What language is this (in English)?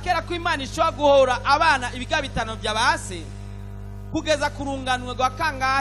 Rundi